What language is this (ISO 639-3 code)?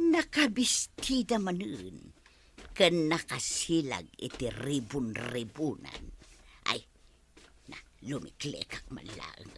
ilo